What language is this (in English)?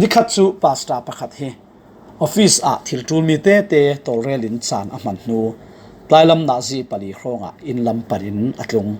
Falam Chin